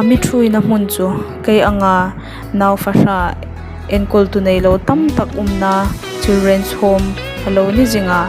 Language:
Hmar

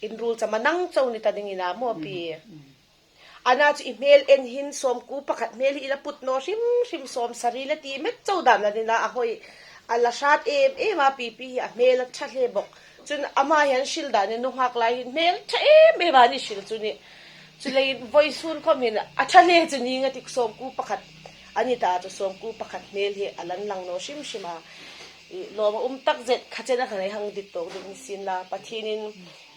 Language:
Hmar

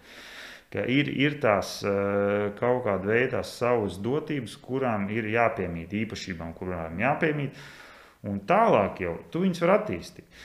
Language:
Latvian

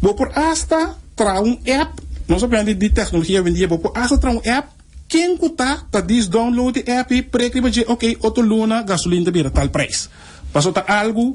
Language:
Papiamento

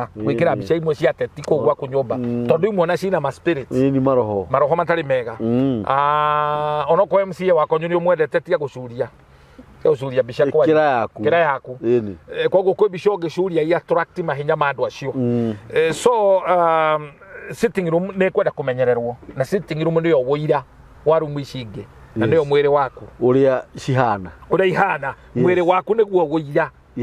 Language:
Kikuyu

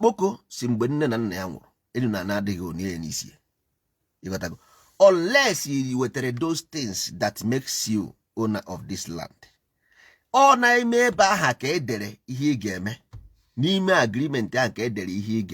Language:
Igbo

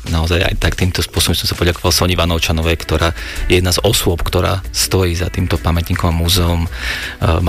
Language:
Slovak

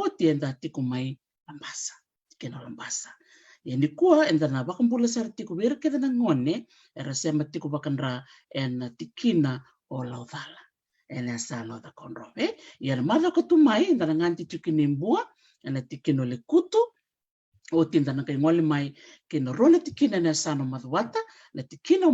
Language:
Fijian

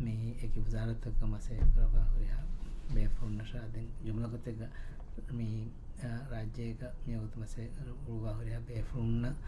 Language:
Divehi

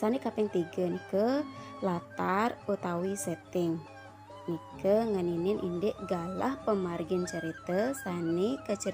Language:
Balinese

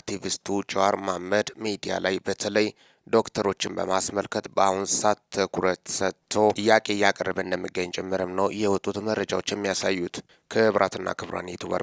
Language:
Amharic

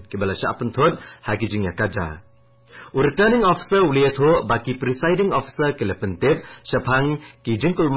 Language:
Khasi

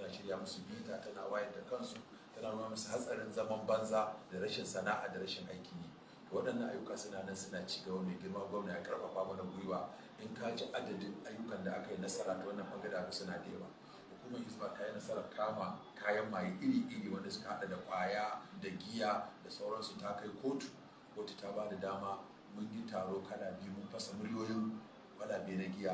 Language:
Hausa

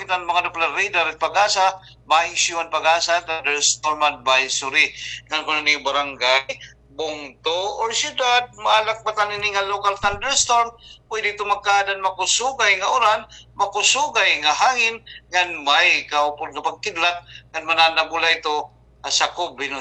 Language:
Waray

